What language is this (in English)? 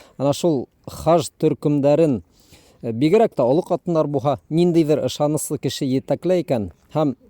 Bashkir